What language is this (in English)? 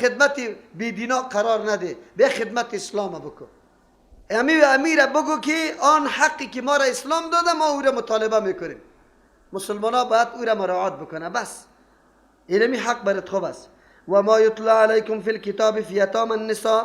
Persian